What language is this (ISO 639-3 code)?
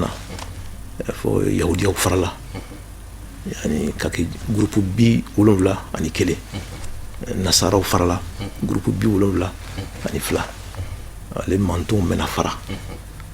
bam